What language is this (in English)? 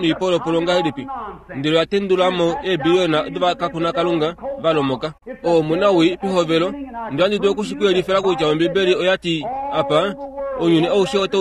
Kuanyama